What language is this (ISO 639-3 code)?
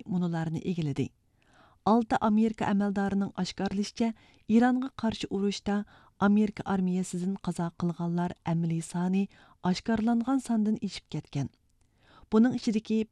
uig